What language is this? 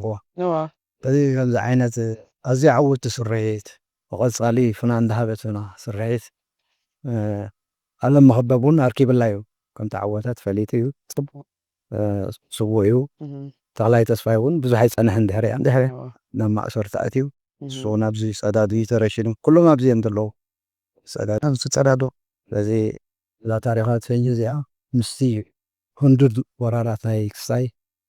Tigrinya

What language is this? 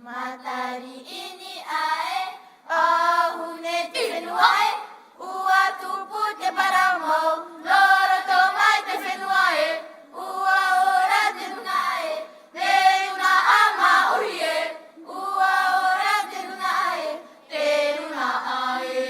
Tahitian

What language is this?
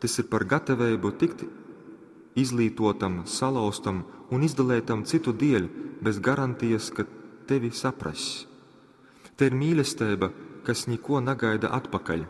Latgalian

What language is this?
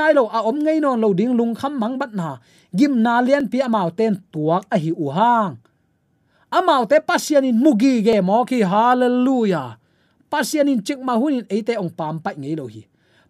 Tedim Chin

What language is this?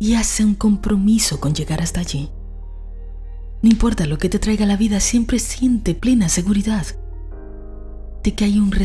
Spanish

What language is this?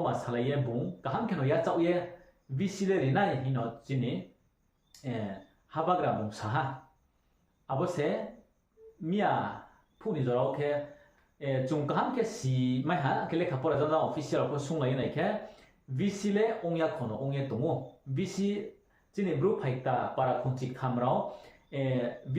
Riang (India)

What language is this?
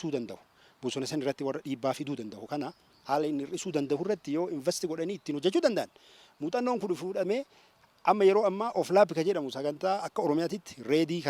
Oromo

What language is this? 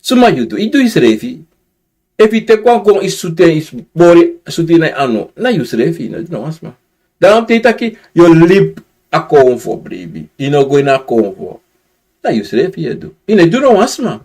Sranan Tongo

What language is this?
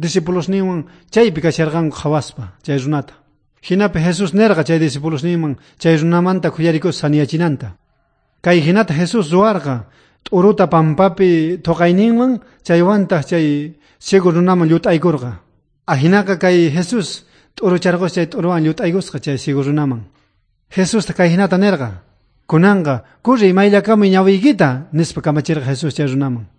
South Bolivian Quechua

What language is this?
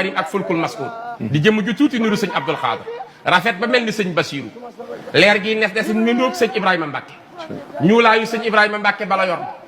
Wolof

